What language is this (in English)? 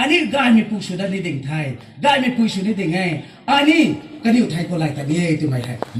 Rongmei Naga